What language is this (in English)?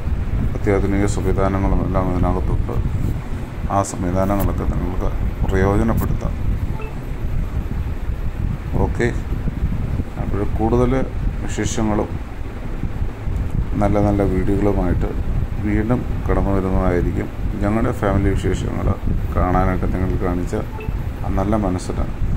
Malayalam